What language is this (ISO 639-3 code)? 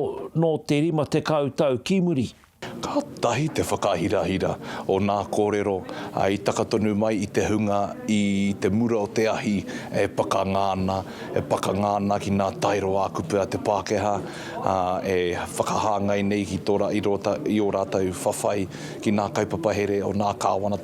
mri